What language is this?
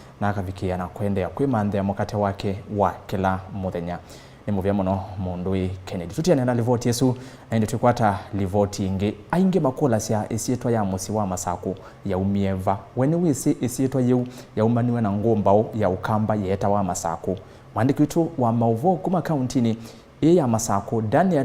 Kamba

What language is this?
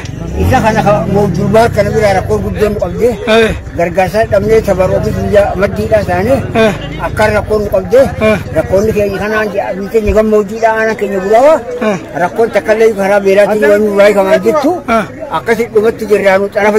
Oromo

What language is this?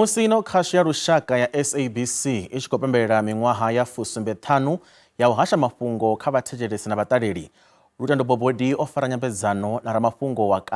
Venda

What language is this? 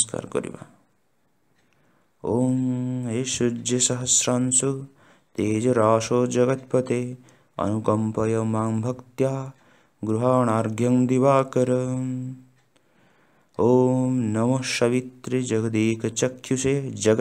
Odia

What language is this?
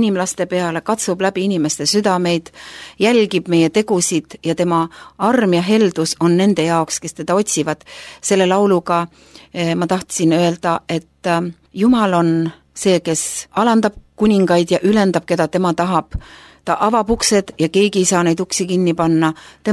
Estonian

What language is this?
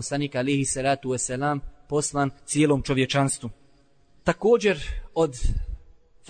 Bosnian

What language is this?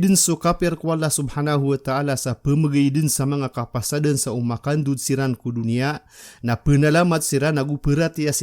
Maranao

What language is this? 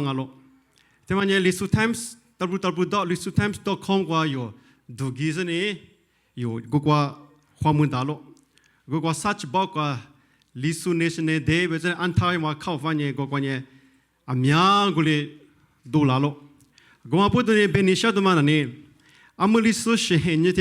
Lisu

